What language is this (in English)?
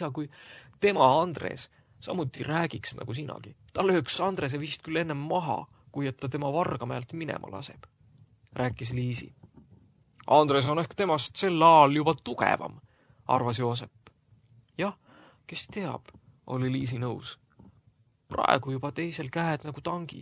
Estonian